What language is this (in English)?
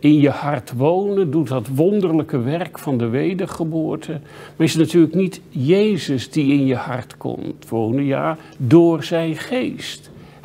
Dutch